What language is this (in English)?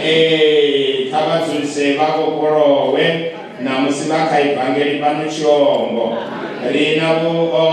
Venda